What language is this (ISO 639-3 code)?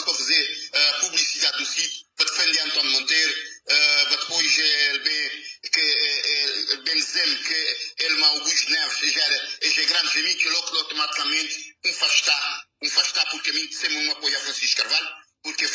kea